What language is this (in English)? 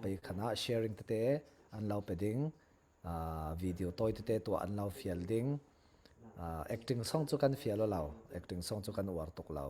Falam Chin